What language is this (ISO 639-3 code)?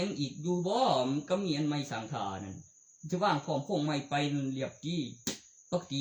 tts